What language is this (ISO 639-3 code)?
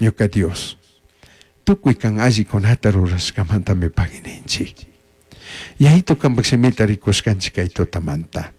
qug